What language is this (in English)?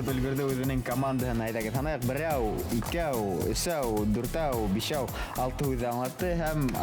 Bashkir